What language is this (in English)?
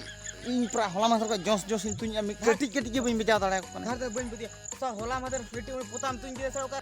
Santali